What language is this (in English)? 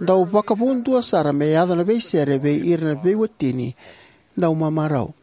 Fijian